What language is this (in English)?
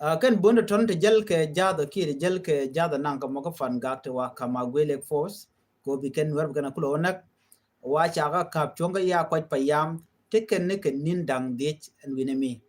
Nuer